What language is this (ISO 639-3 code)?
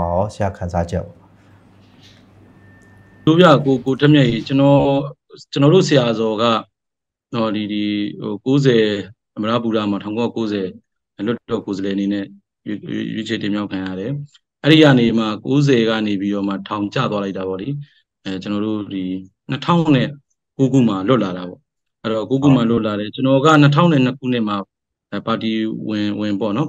mya